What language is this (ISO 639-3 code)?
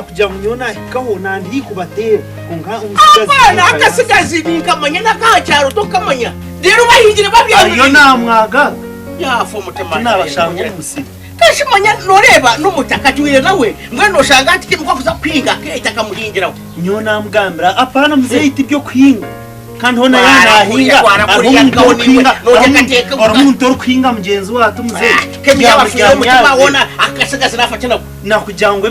nyn